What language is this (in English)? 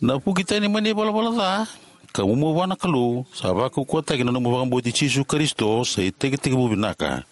Fijian